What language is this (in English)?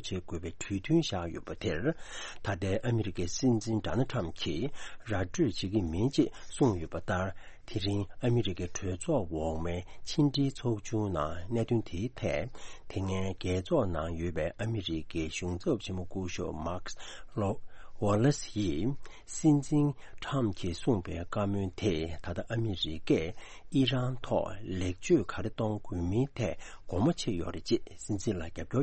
Tibetan